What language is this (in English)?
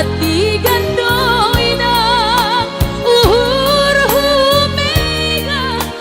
Batak Simalungun